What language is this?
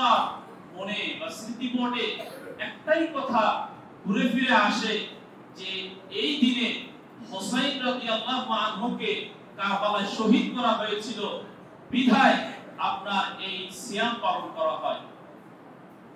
Bangla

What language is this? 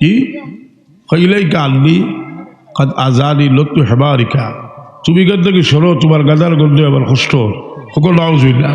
Sylheti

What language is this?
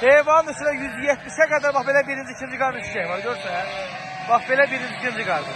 Azerbaijani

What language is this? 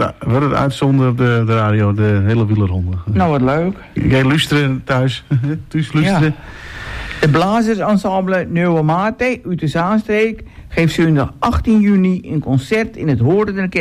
Dutch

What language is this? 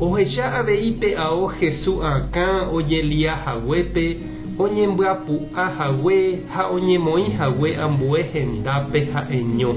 Guarani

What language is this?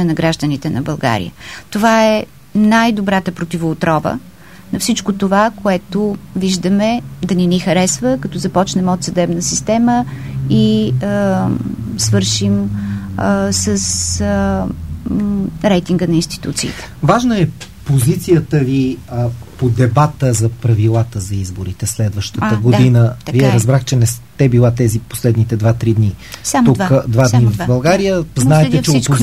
Bulgarian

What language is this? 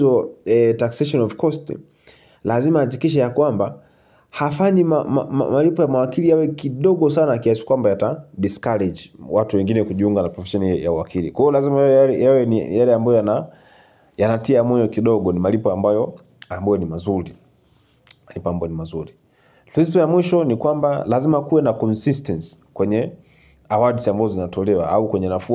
Swahili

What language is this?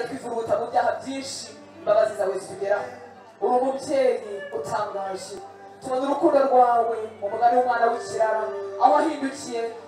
Kinyarwanda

